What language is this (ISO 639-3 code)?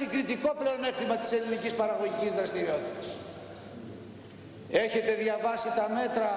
ell